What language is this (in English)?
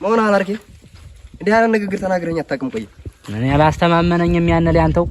Amharic